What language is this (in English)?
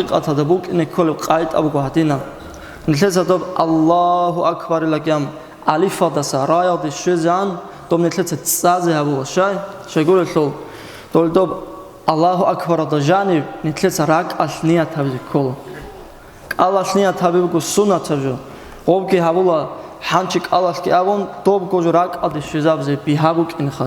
Avaric